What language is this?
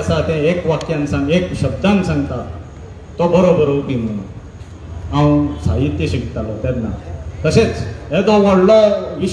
Konkani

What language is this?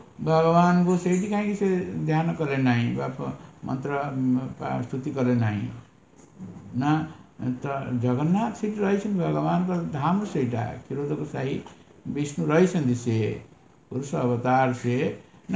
Odia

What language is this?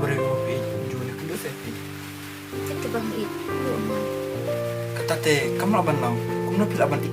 Khasi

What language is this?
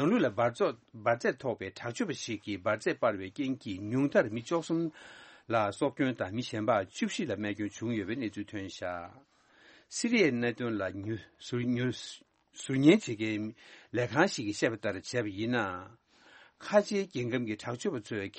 Tibetan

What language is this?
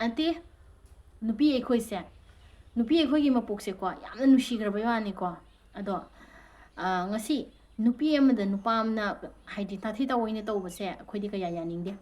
Manipuri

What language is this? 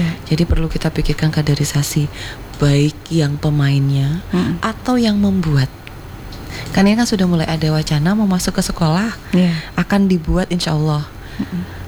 Indonesian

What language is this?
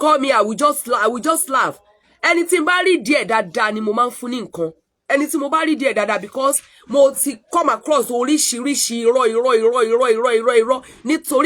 Yoruba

